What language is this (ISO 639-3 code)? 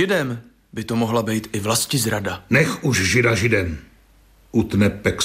ces